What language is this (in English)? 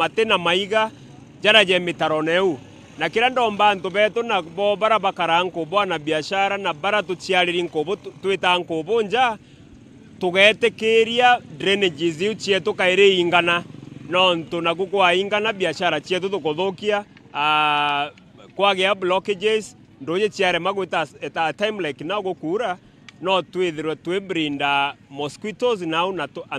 Meru